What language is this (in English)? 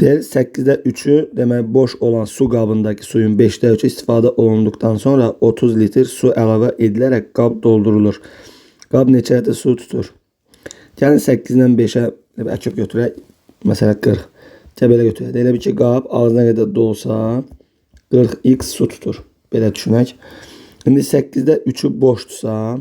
Azerbaijani